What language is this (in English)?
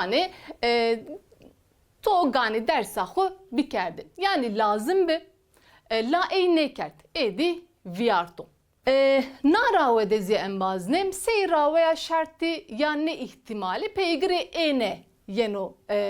Zaza